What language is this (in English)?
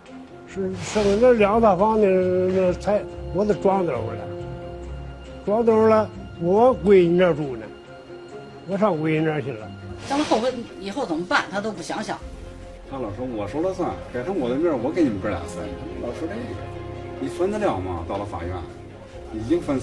Chinese